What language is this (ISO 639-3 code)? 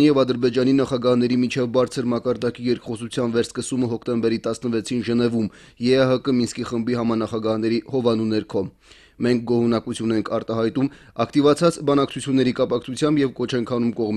hye